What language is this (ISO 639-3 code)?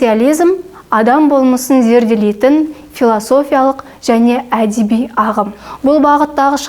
kaz